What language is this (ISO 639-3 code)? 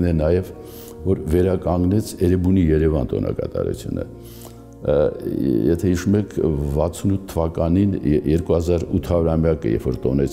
hye